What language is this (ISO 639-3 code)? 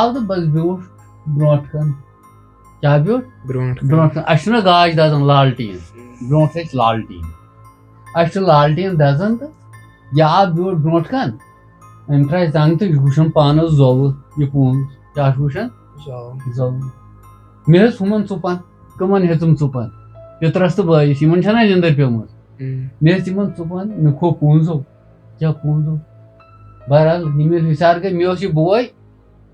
kas